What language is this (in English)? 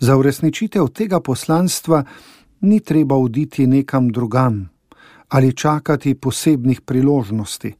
Slovenian